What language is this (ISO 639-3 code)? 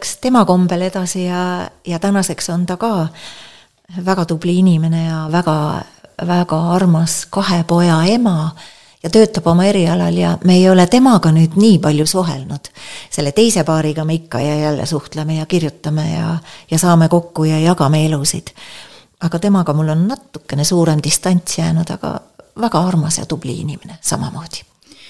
est